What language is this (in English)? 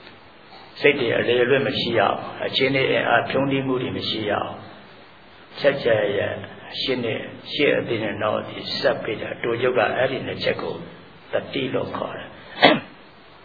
Burmese